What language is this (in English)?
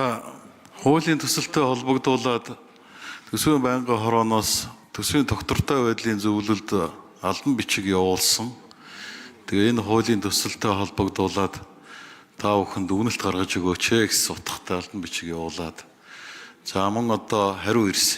Mongolian